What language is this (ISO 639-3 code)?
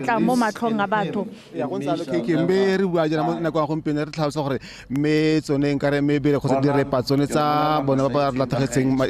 tsn